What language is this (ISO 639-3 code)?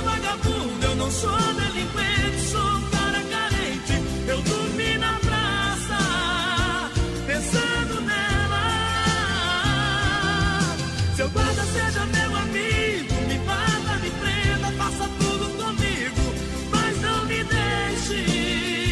por